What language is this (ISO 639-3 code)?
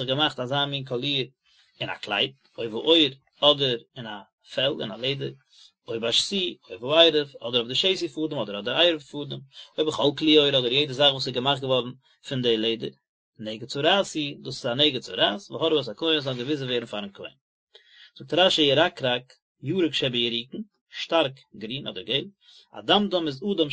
yid